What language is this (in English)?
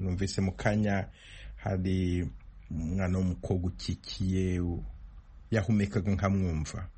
Kinyarwanda